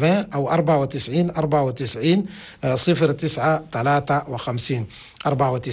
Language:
Chadian Arabic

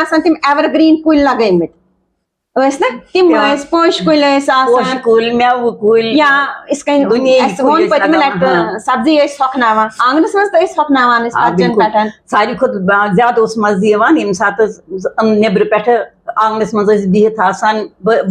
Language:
Kashmiri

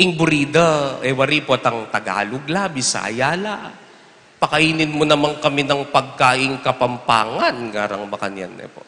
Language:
Pampanga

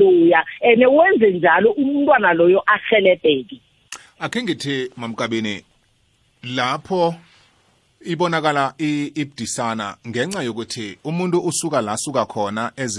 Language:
South Ndebele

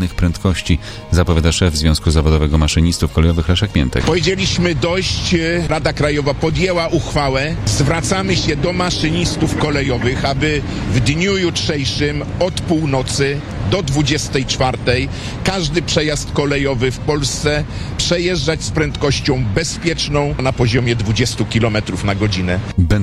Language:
Polish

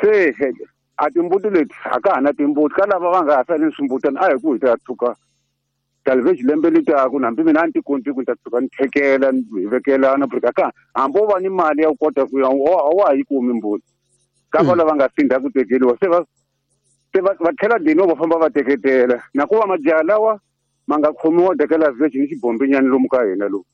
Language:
Tsonga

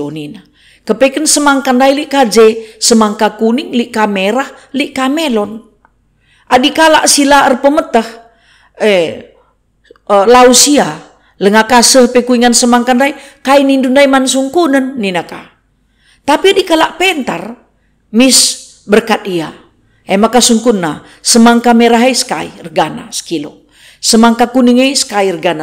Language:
Batak Karo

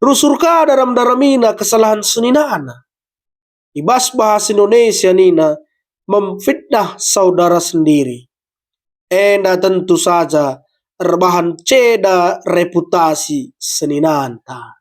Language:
Batak Karo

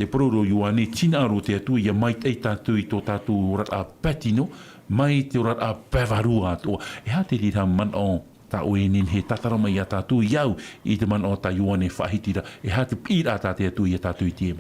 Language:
Tahitian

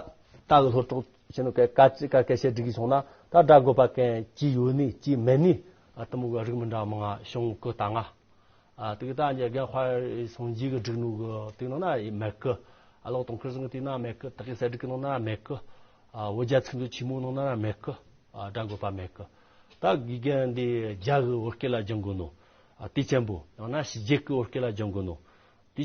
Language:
Amdo Tibetan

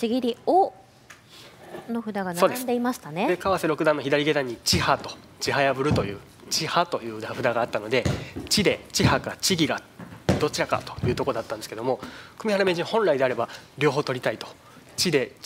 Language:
Japanese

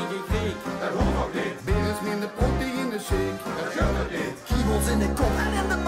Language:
Limburgish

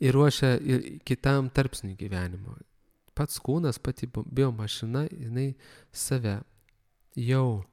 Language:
Lithuanian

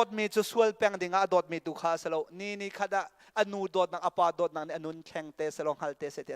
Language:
Hakha Chin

